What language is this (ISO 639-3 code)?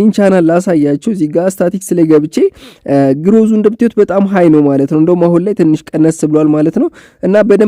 amh